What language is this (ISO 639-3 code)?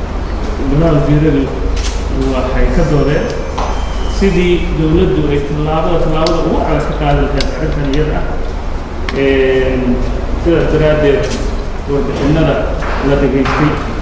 som